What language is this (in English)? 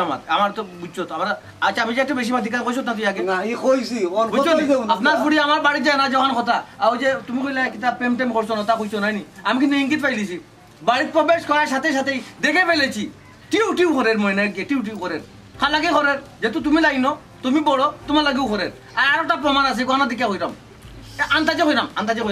Sylheti